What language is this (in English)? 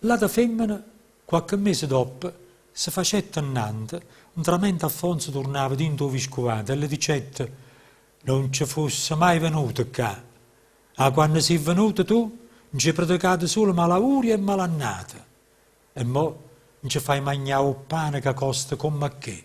Neapolitan